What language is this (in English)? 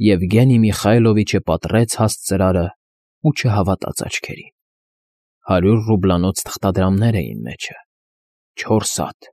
Armenian